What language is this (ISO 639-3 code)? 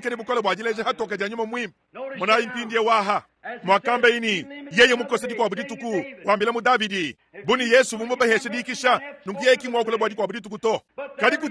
lua